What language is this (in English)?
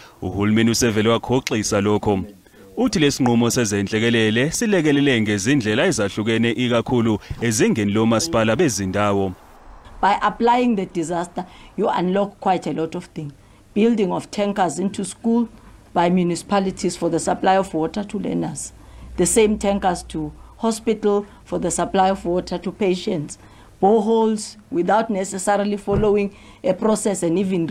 Zulu